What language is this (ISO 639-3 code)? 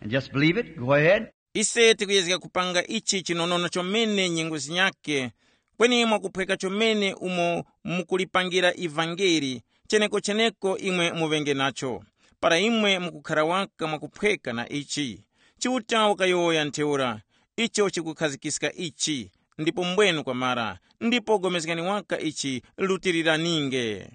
tum